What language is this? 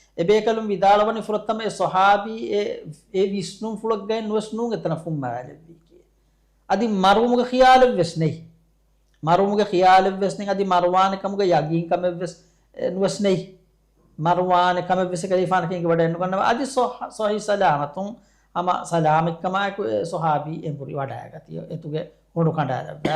Divehi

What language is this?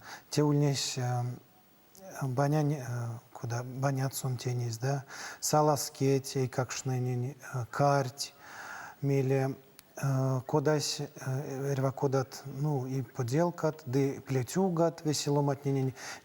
Erzya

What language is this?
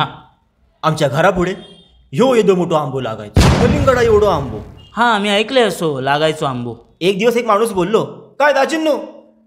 Konkani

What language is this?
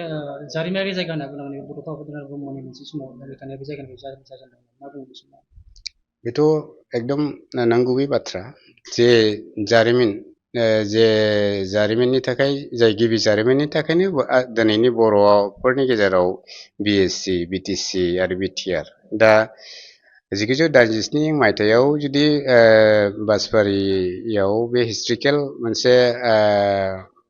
Bodo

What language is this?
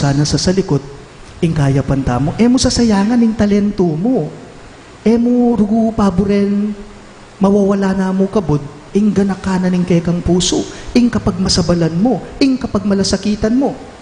Pampanga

